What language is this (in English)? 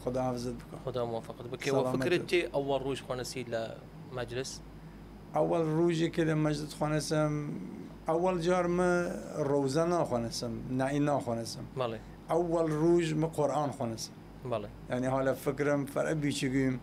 Southern Kurdish